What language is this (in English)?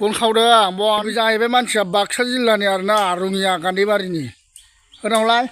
Bodo